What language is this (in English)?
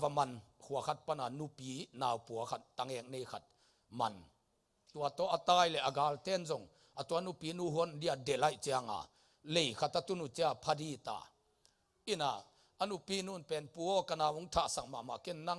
Tedim Chin